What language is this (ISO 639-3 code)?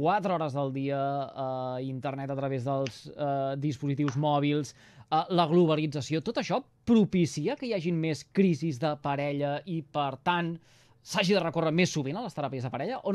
cat